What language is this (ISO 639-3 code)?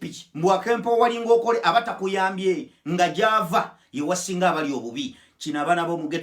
lug